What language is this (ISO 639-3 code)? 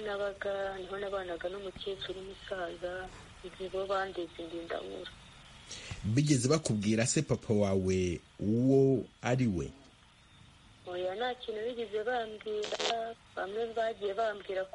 kin